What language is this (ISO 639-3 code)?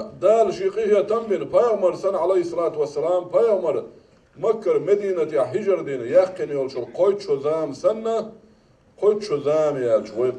che